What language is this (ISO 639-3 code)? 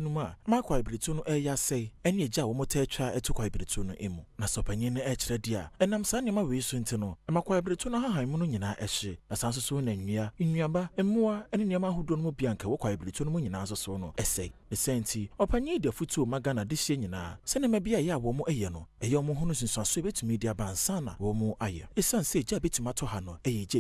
aka